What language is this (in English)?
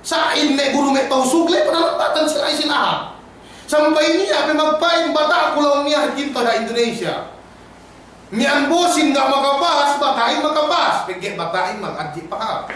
Yakan